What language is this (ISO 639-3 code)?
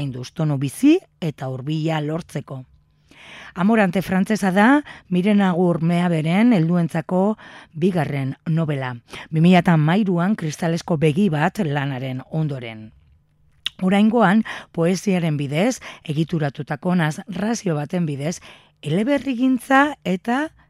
eus